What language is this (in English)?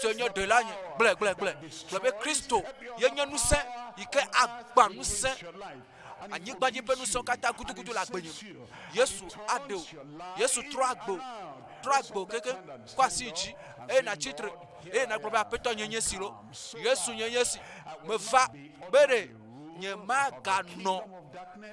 Ewe